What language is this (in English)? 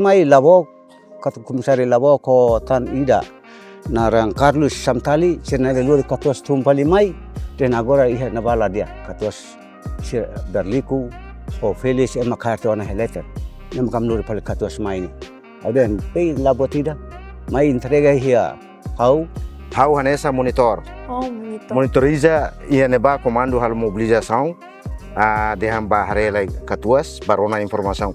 Tetum